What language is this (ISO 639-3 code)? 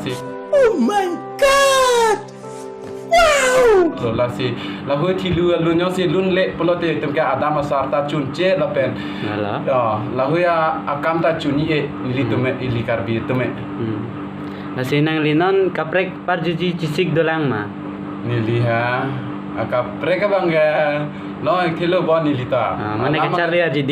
mjw